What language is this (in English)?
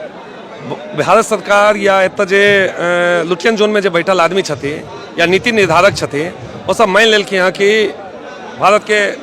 Maithili